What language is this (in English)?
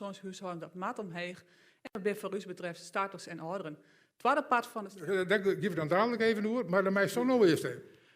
Western Frisian